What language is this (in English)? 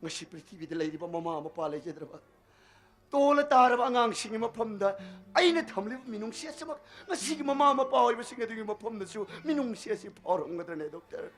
Manipuri